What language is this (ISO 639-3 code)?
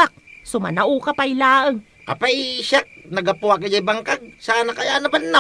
ilo